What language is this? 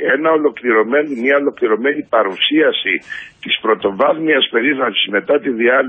Greek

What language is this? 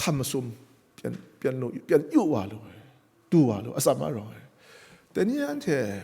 Kachin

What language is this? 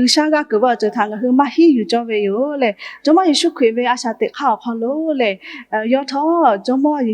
Lahu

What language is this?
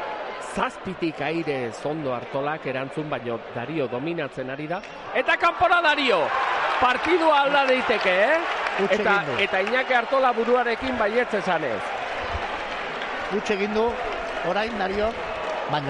Basque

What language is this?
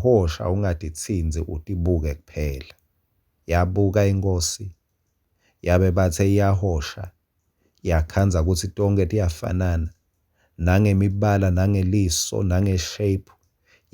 Swati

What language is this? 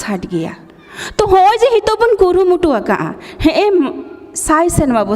Santali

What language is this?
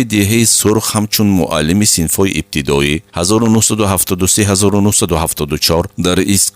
Tajik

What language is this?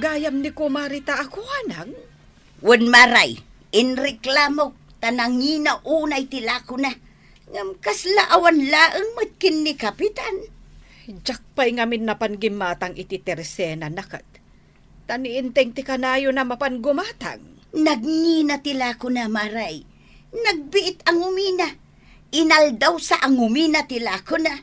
Iloko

